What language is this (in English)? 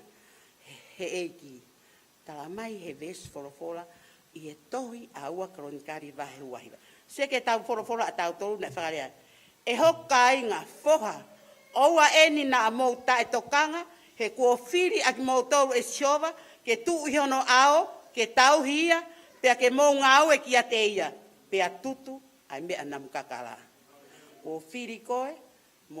Tongan